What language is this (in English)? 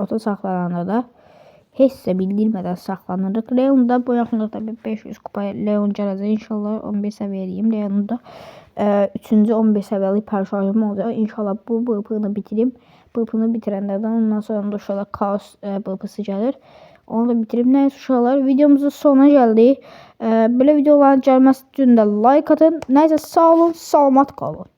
Azerbaijani